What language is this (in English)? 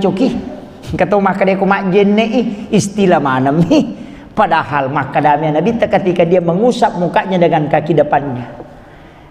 Buginese